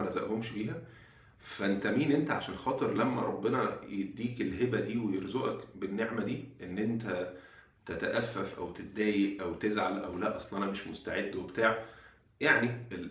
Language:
Egyptian Arabic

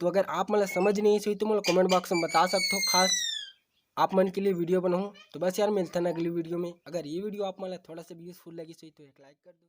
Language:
Chhattisgarhi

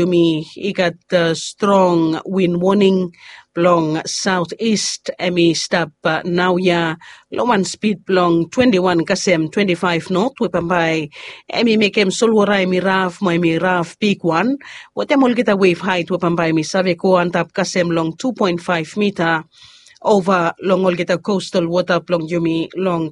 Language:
Bislama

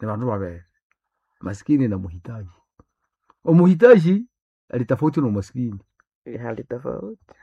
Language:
Nande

